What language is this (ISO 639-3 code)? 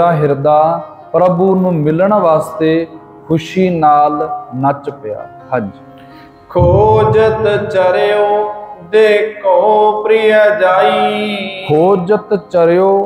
pan